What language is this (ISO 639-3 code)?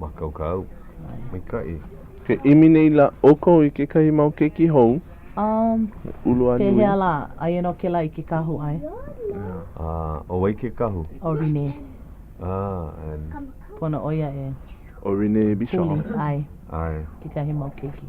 haw